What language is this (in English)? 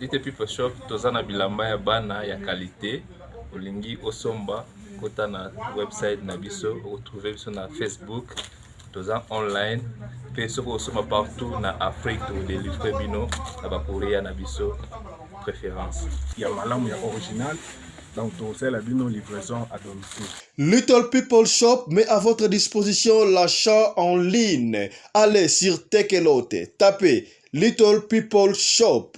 Lingala